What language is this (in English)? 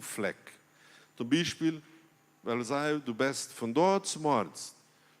Plautdietsch